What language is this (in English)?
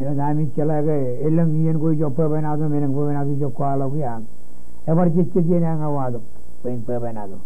Marshallese